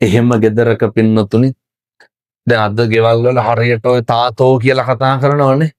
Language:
Sinhala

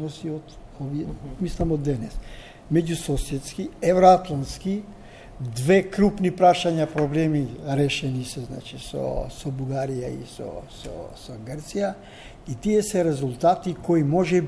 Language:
Macedonian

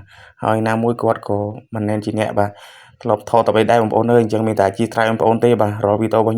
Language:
Khmer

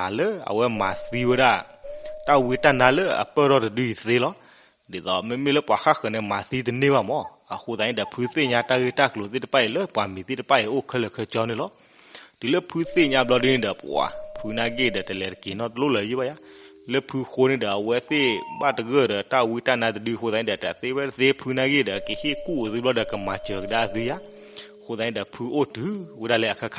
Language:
S'gaw Karen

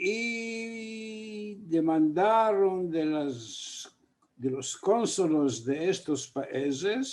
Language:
Ladino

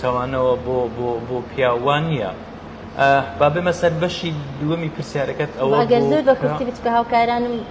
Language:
Central Kurdish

